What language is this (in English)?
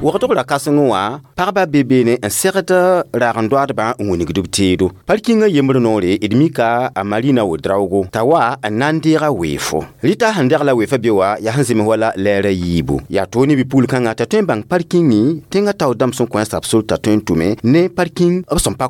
Mossi